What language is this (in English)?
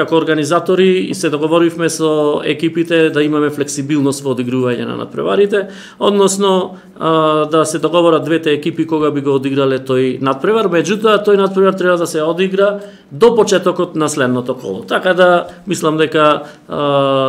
Macedonian